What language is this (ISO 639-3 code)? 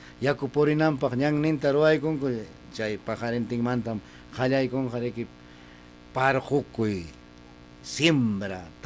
quy